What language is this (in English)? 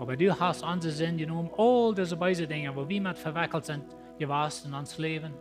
Plautdietsch